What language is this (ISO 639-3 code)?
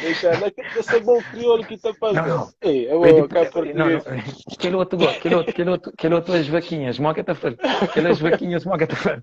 kea